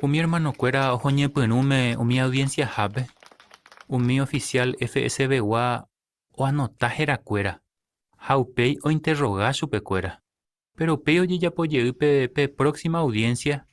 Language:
Guarani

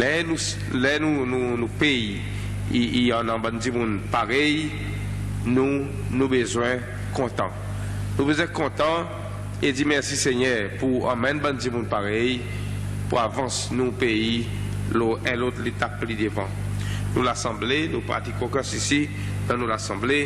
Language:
Seselwa Creole French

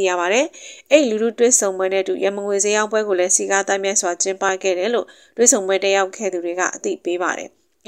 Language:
Burmese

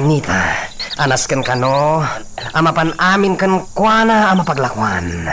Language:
Iloko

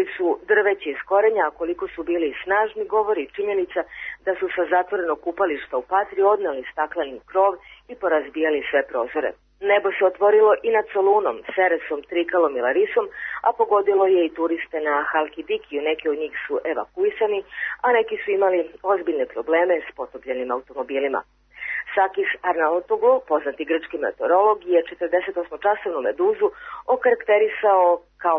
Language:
Serbian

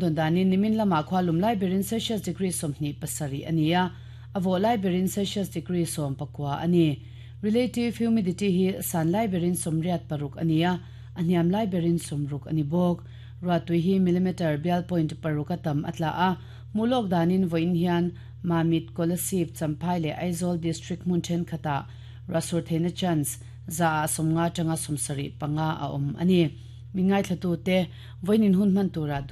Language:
Mizo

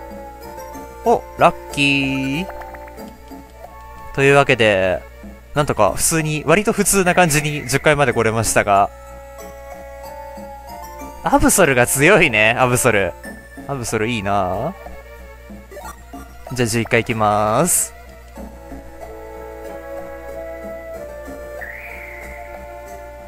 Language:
Japanese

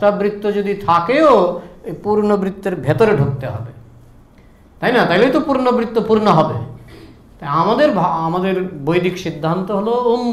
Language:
Bangla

